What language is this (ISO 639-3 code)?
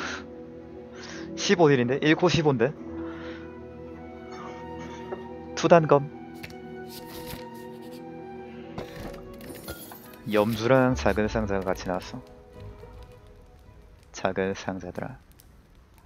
kor